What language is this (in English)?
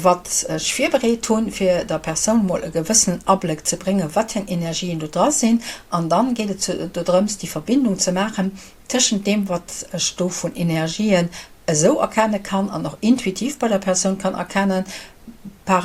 Luxembourgish